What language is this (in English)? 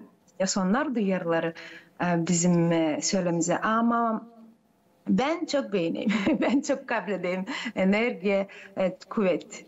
Gagauz